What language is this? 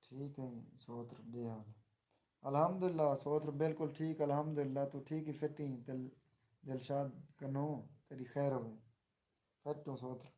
Saraiki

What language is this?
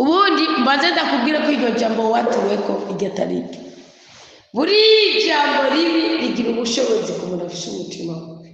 Rundi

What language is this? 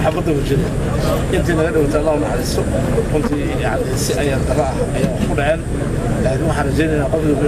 Somali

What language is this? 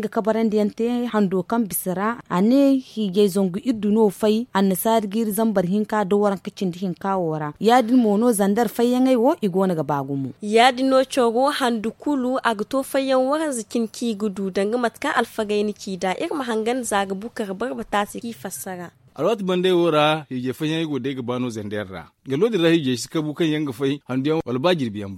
Zarma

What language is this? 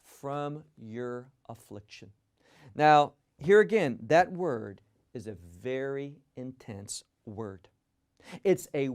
English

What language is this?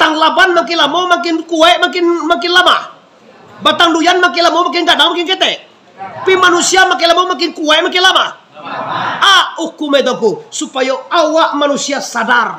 Minangkabau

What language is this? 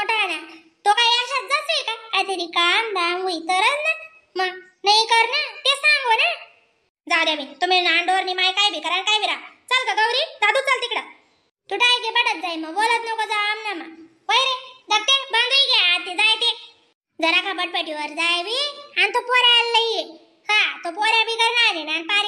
Khandesi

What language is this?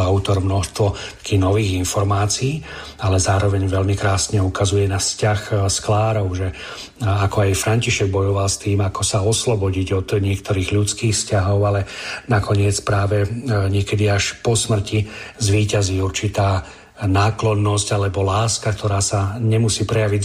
Slovak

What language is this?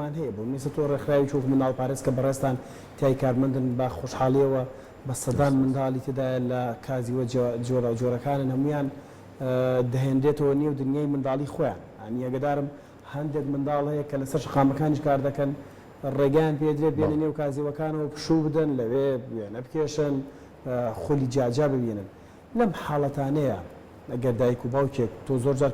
Central Kurdish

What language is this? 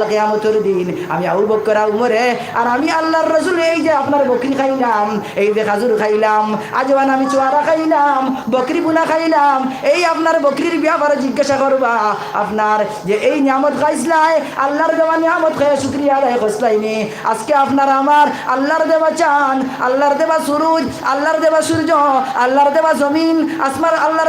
Sylheti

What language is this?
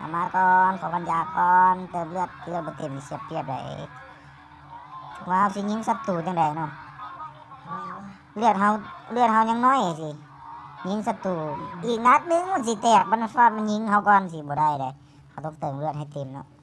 Lao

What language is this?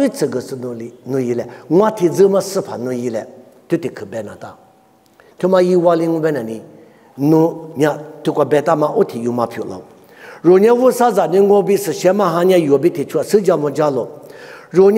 Lisu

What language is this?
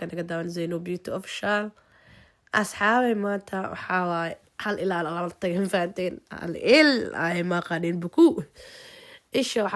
Somali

